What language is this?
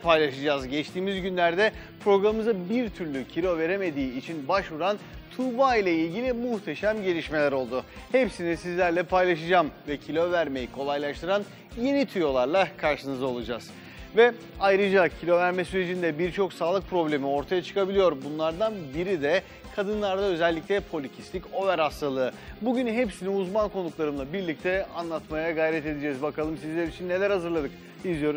Turkish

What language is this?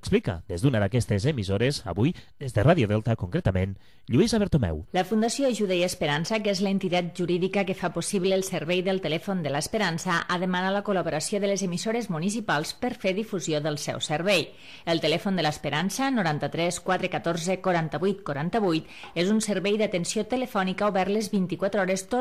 Catalan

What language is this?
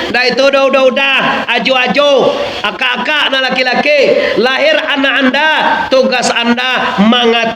Minangkabau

